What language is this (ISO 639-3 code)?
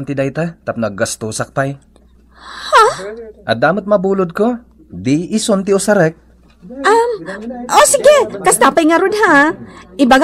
ilo